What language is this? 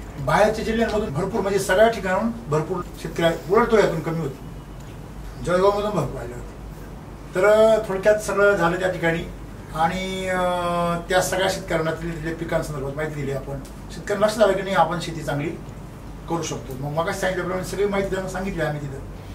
Marathi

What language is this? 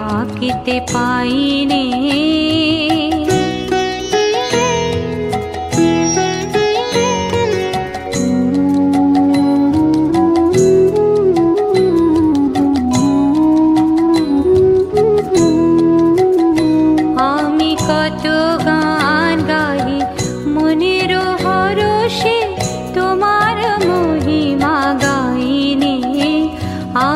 Bangla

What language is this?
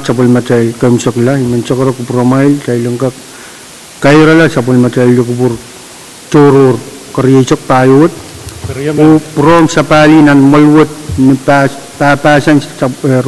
Pohnpeian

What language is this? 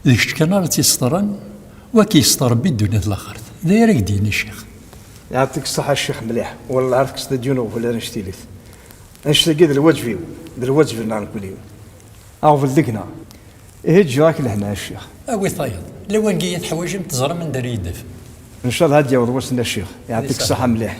Kabyle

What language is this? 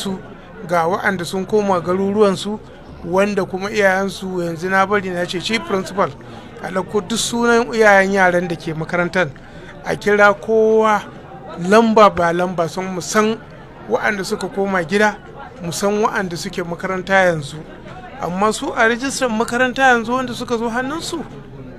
Hausa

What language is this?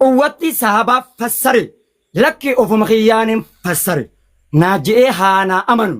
Oromo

